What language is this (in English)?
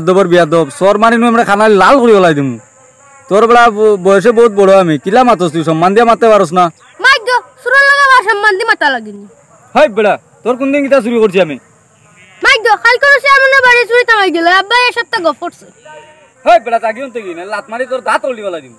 Sylheti